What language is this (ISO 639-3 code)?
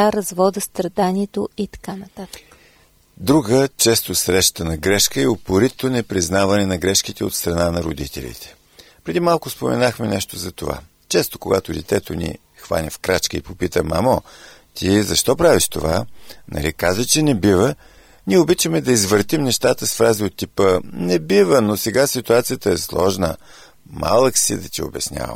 bul